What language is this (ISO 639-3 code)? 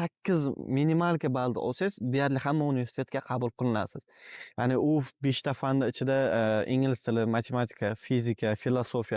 uzb